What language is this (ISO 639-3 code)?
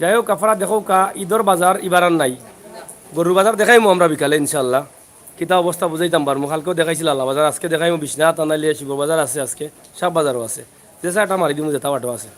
syl